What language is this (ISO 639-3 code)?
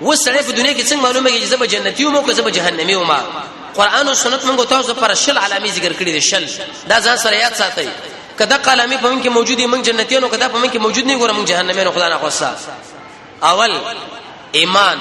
pus